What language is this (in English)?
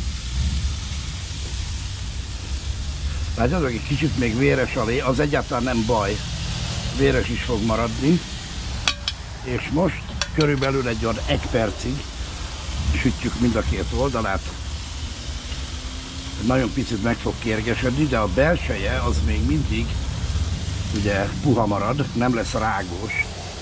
Hungarian